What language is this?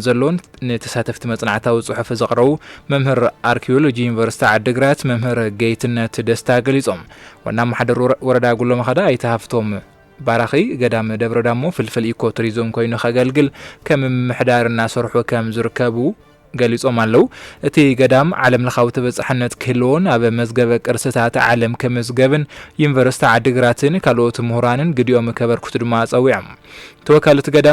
Tigrinya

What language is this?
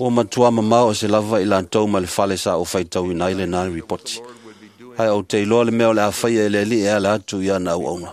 Samoan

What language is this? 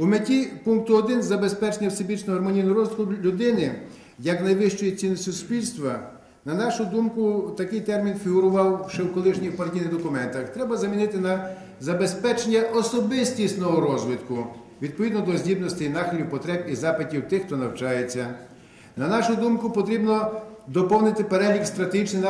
Ukrainian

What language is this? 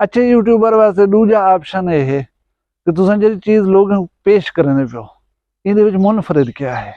Saraiki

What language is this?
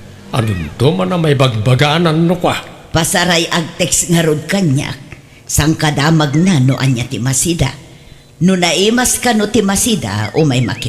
Iloko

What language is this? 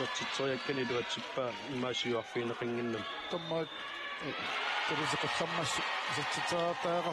Kalaallisut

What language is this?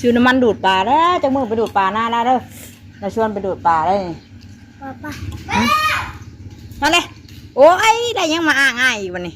Northeastern Thai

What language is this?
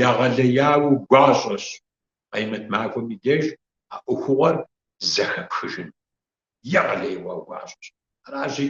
Kabardian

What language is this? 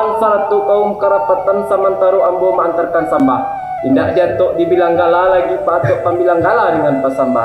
Minangkabau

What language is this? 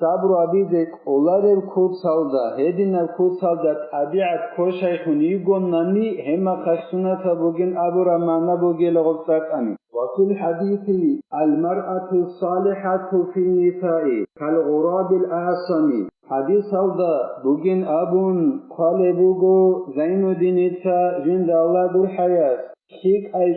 Avaric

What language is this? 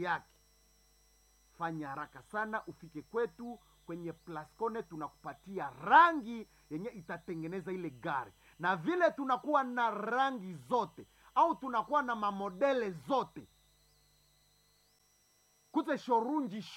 Swahili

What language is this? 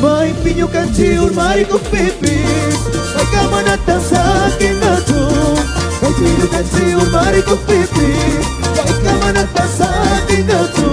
Chimborazo Highland Quichua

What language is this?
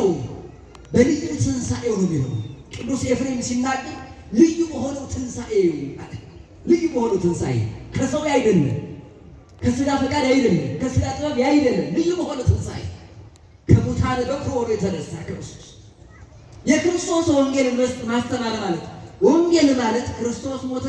Amharic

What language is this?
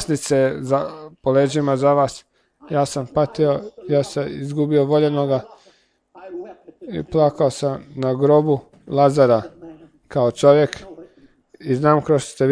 Croatian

